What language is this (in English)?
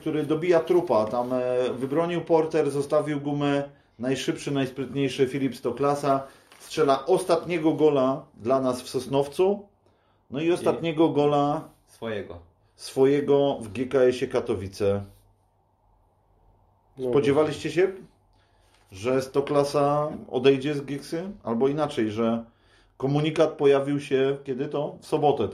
Polish